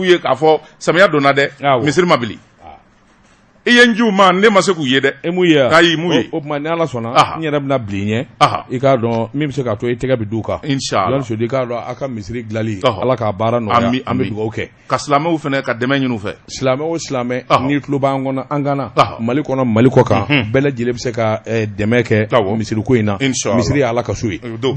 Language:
Bambara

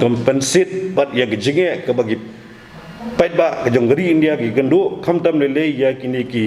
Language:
Khasi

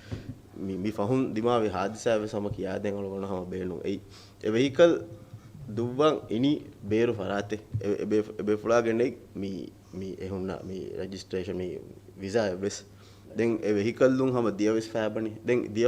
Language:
Divehi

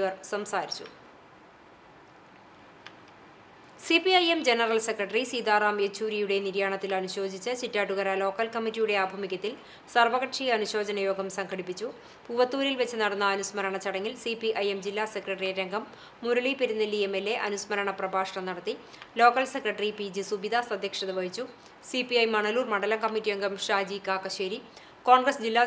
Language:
Malayalam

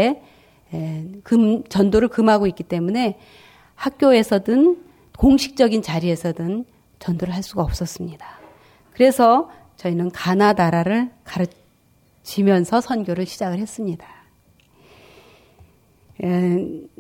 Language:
Korean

